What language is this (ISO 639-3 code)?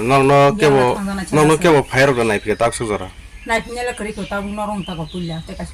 ria